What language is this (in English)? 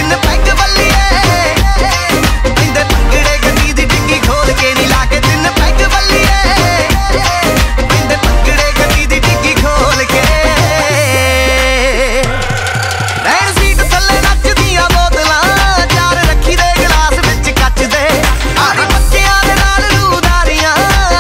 Punjabi